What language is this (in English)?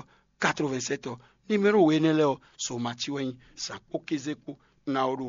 Fon